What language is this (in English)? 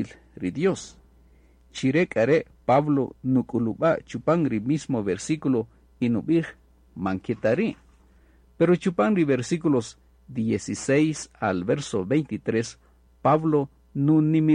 Kaqchikel